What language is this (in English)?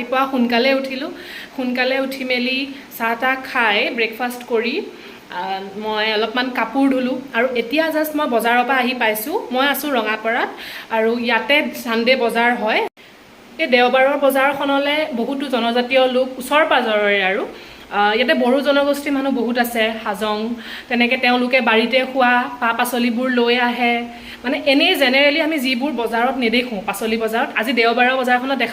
Assamese